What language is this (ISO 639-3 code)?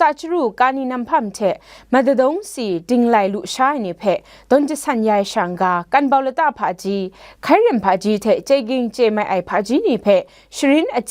kac